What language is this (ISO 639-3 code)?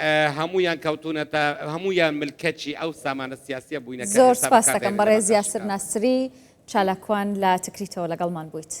ckb